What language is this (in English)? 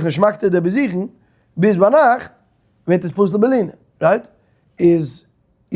Yiddish